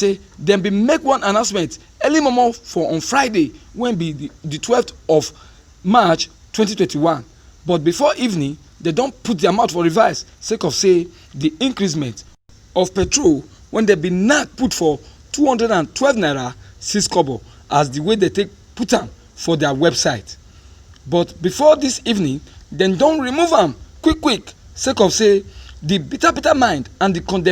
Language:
Nigerian Pidgin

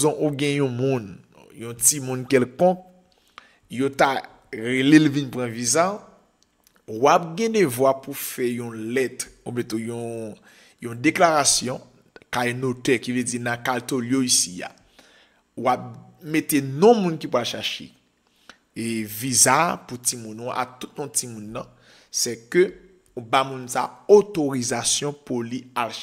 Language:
Haitian Creole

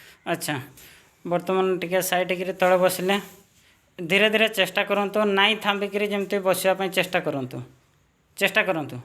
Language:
Odia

